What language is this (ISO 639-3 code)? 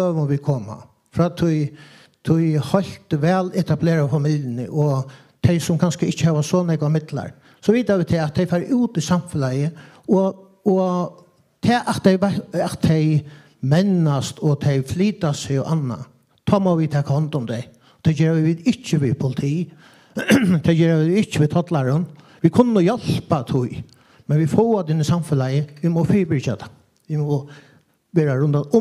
fao